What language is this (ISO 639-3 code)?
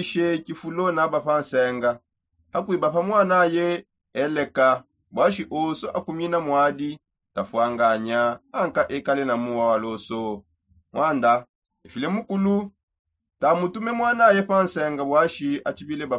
sop